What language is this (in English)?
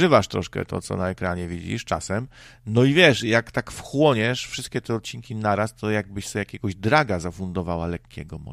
Polish